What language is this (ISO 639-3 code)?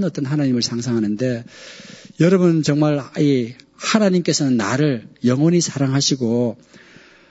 kor